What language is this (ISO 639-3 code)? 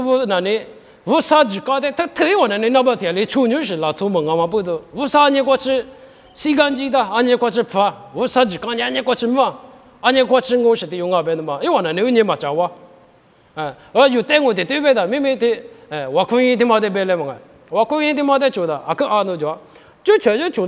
lis